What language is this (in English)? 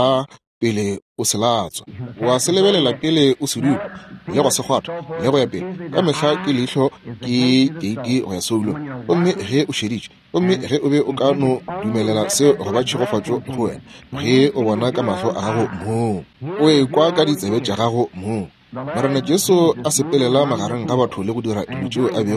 Northern Sotho